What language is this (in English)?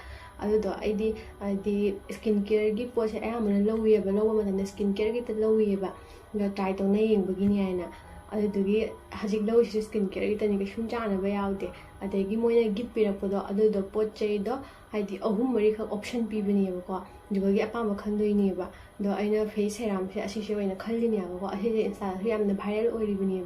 Manipuri